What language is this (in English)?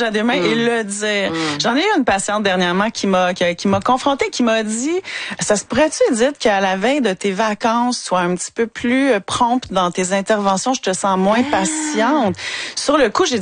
French